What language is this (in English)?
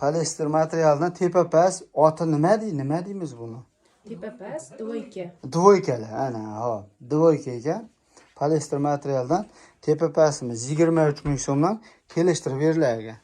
Uzbek